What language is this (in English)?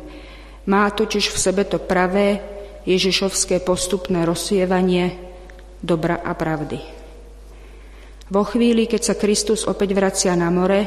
Slovak